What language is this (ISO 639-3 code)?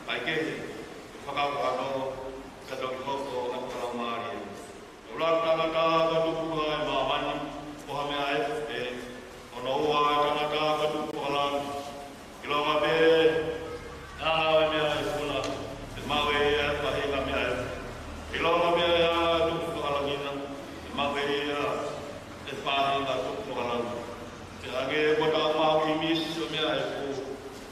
ton